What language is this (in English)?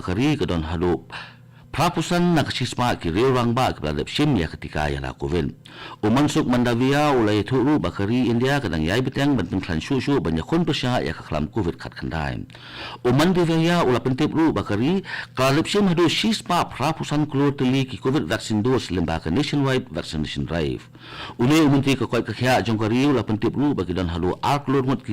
Khasi